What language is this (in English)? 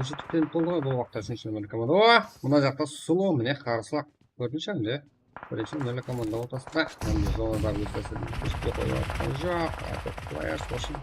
Kara-Kalpak